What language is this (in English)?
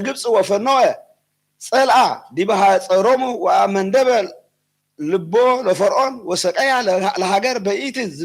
Geez